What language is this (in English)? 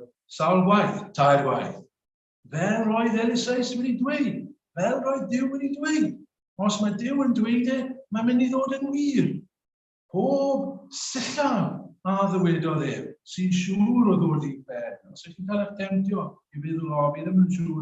Welsh